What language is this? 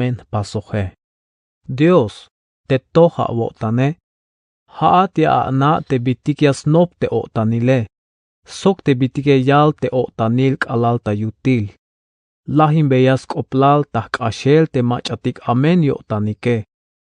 Tzeltal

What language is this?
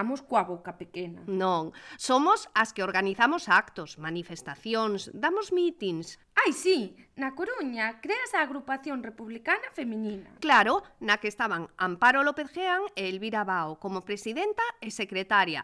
Galician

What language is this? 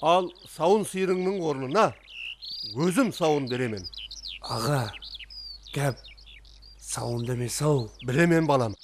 Kara-Kalpak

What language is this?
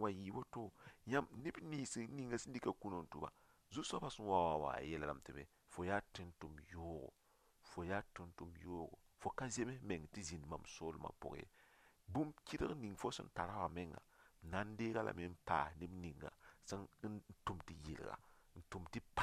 Mossi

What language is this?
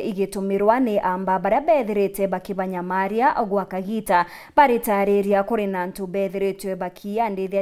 Meru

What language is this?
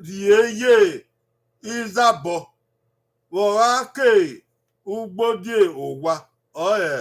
Bini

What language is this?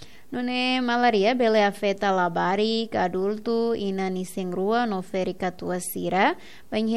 Tetum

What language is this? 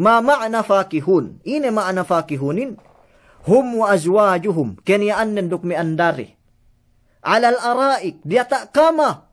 Yakan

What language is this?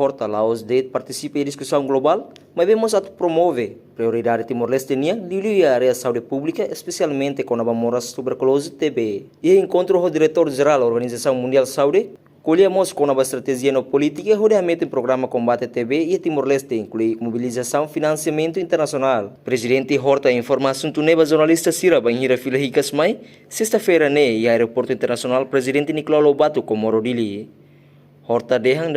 Tetum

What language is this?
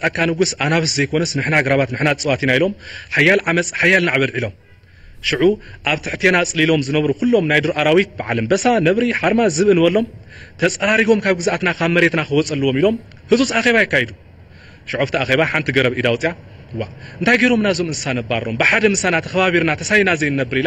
Tigrinya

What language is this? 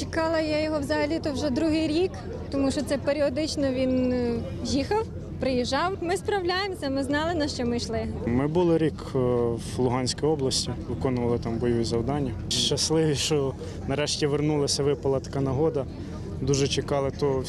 Ukrainian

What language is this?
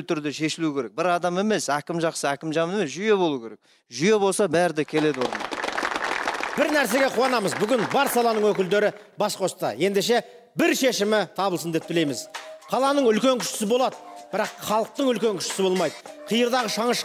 Kazakh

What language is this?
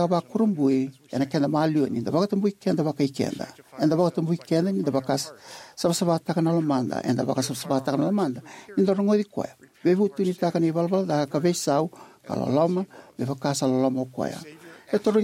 Fijian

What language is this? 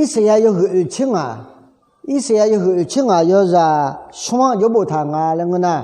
Akha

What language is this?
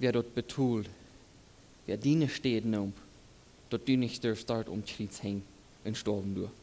Plautdietsch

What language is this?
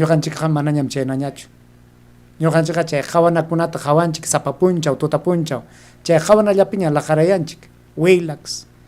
Ayacucho Quechua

